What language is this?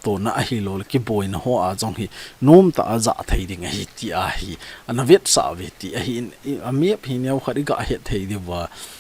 Thado Chin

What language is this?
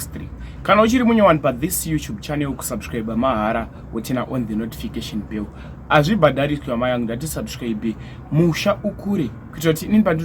Shona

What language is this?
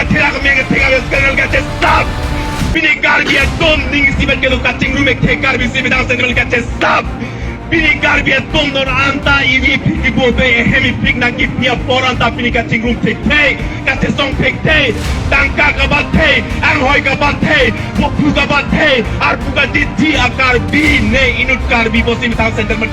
Karbi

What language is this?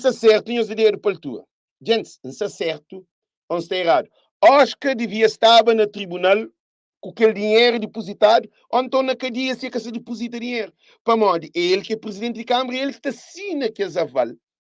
Kabuverdianu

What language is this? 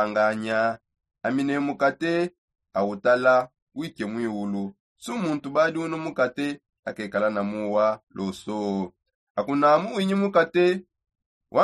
Songe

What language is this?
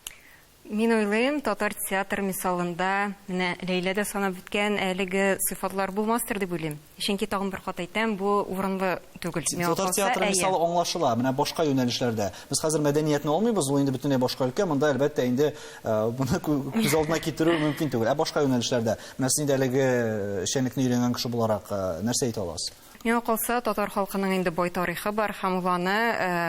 Tatar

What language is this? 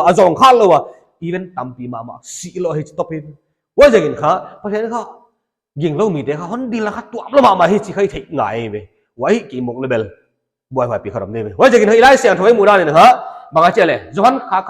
Paite Chin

